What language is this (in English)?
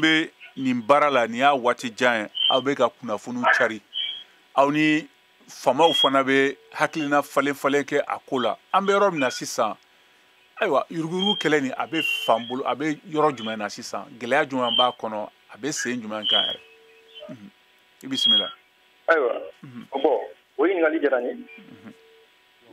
Bambara